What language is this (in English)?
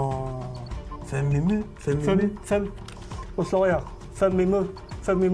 Kalaallisut